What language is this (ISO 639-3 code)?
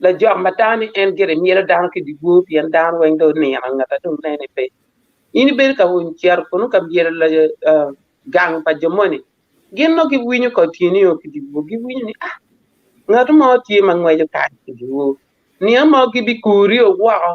ach